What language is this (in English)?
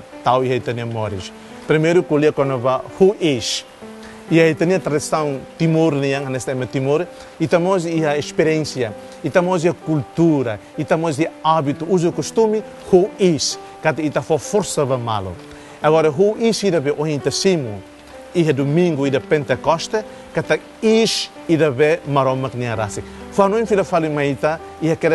Tetum